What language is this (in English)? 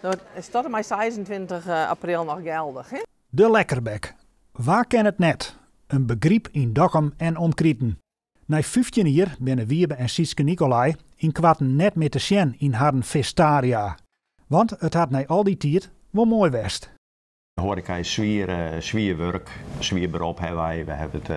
Western Frisian